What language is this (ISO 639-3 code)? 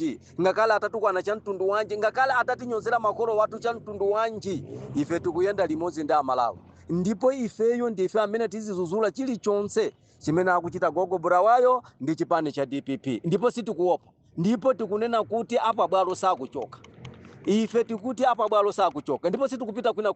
nya